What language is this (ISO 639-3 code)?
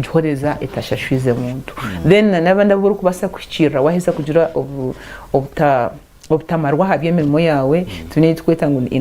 nyn